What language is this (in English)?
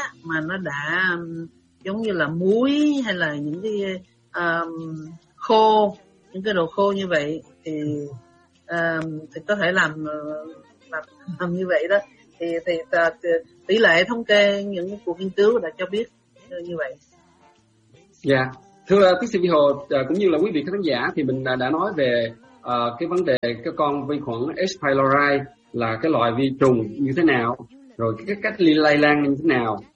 Vietnamese